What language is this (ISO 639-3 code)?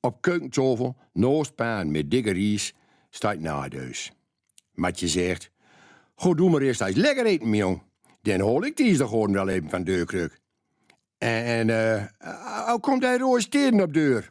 gos